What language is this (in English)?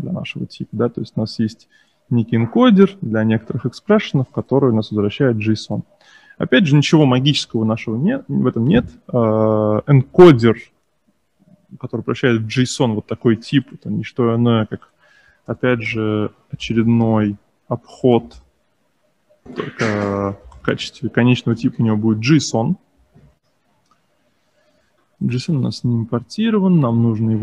Russian